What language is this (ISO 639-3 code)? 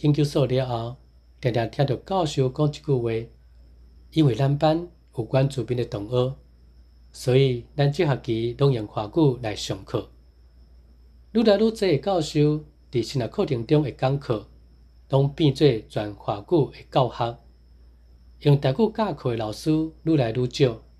nan